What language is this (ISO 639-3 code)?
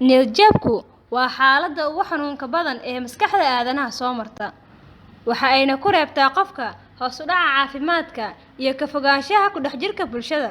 som